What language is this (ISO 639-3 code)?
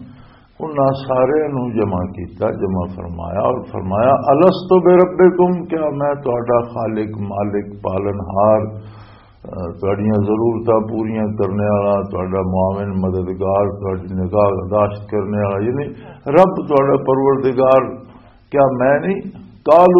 lah